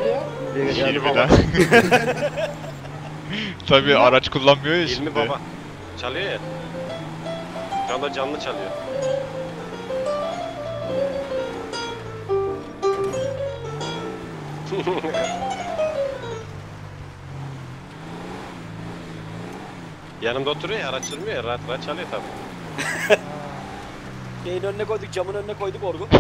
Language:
Turkish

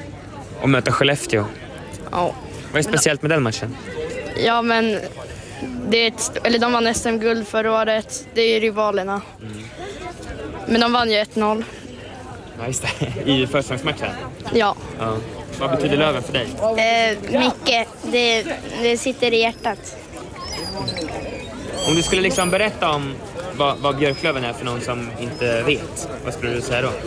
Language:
Swedish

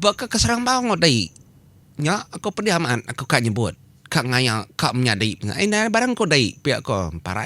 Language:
Iban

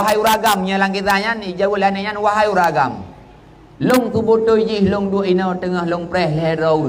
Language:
Achinese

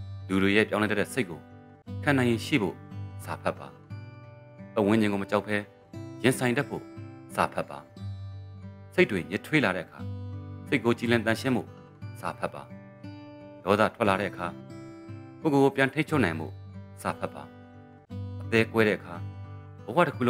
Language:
Burmese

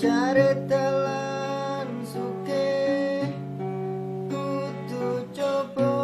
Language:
Javanese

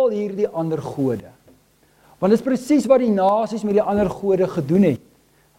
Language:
Afrikaans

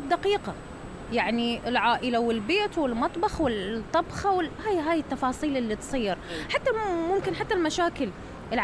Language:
Mesopotamian Arabic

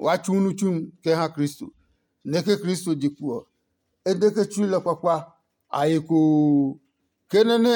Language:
Adangme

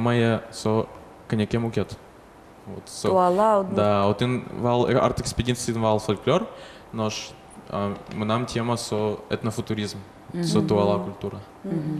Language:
Udmurt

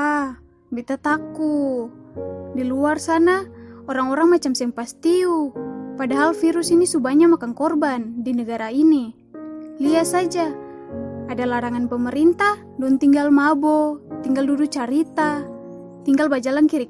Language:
Ambonese Malay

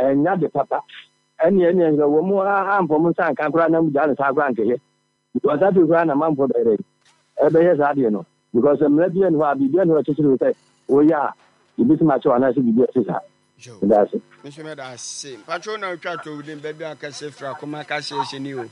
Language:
Akan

